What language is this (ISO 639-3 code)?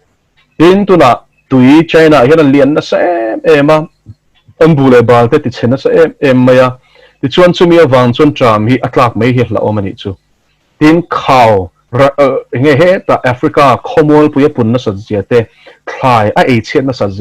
lus